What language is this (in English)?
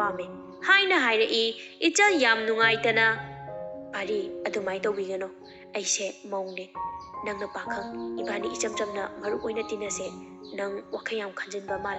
Manipuri